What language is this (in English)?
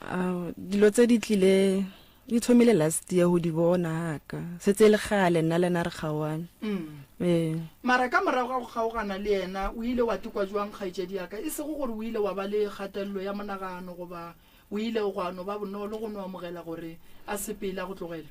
Northern Sotho